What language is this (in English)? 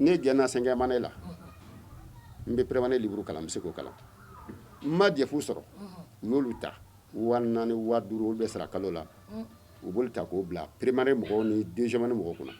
Bambara